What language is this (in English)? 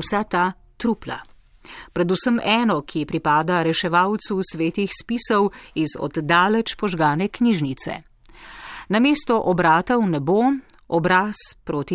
Slovenian